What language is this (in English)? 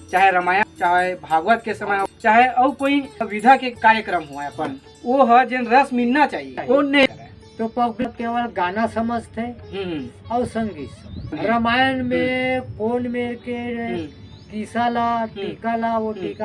Chhattisgarhi